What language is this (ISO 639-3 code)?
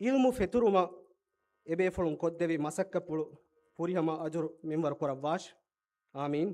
div